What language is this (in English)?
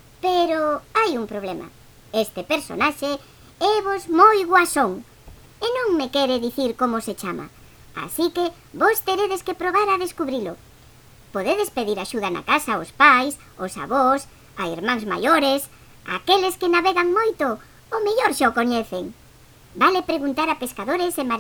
Galician